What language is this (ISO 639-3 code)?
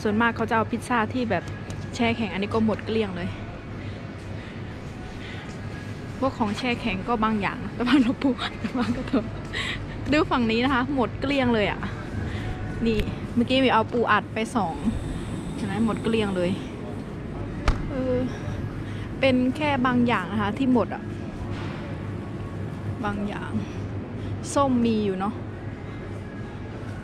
tha